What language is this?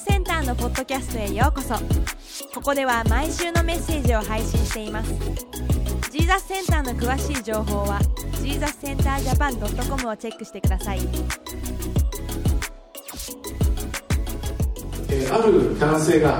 Japanese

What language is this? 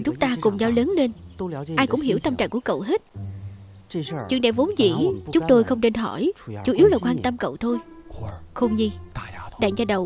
Vietnamese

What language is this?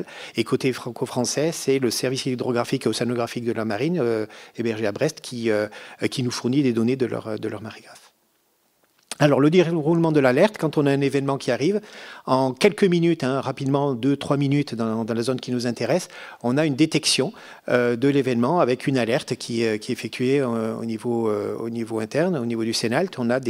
French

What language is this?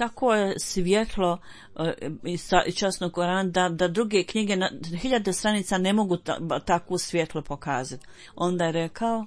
Bosnian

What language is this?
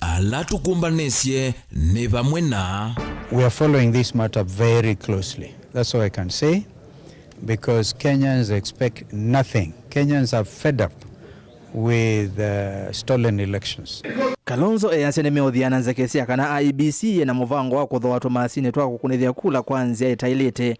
Kamba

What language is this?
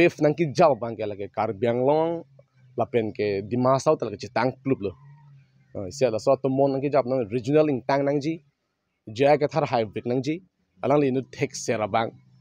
Karbi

